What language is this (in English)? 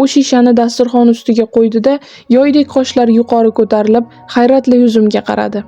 Uzbek